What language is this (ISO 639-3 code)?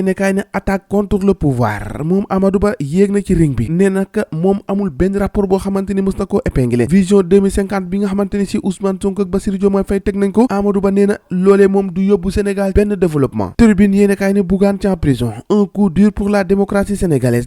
wol